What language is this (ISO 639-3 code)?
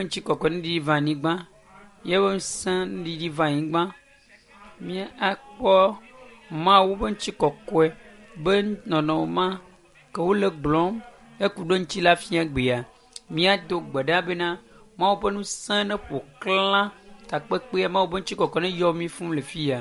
ewe